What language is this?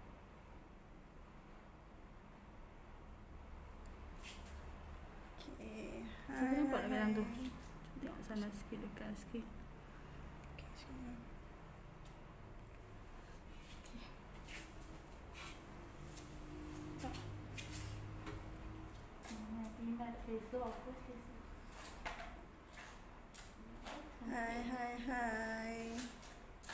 Malay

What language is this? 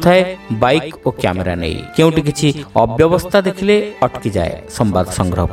Odia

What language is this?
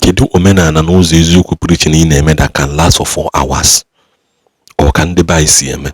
Igbo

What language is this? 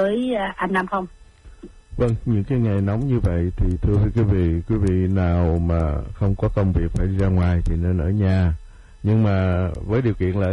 Vietnamese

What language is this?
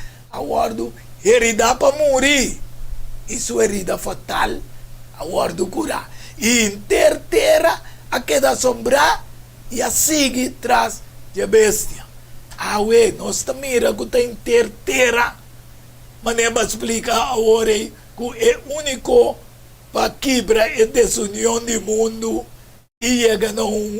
Papiamento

